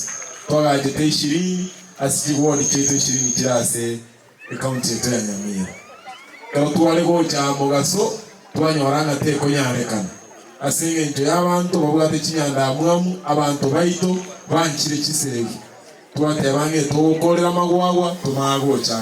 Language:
Gusii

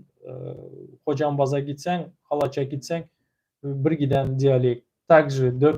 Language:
Turkmen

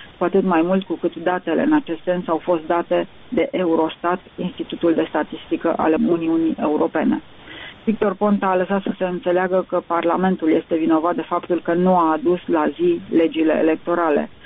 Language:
Romanian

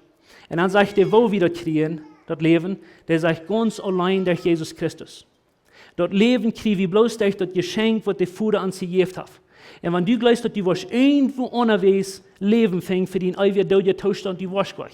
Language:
Plautdietsch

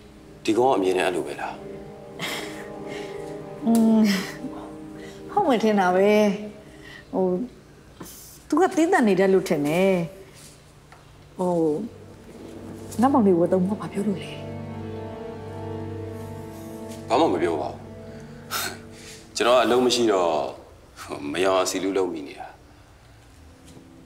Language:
Burmese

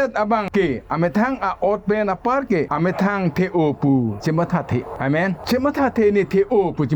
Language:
Karbi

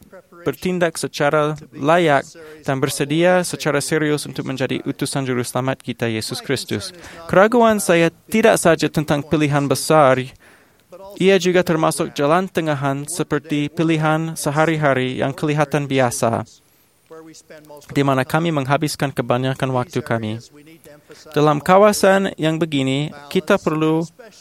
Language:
Malay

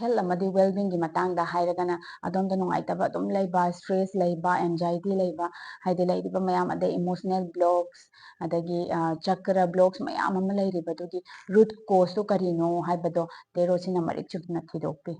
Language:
Manipuri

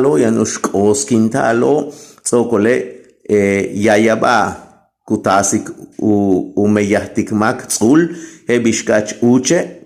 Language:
Yucateco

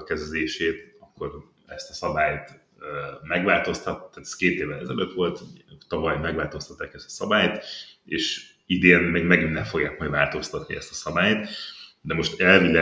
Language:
Hungarian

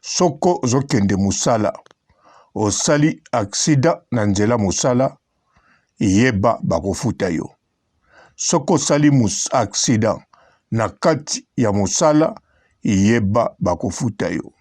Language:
Lingala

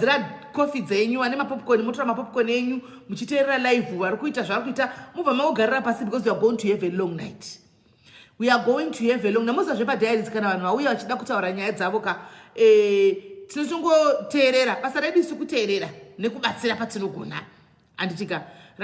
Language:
Shona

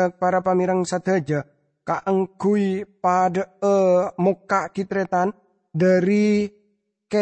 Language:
Madurese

